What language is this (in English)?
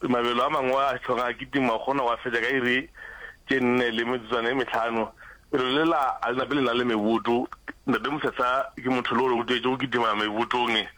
Northern Sotho